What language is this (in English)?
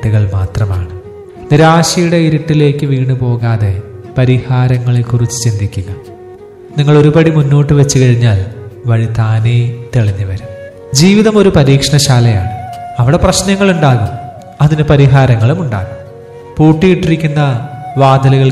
Malayalam